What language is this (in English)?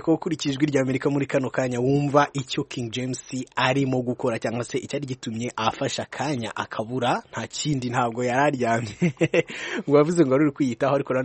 Kinyarwanda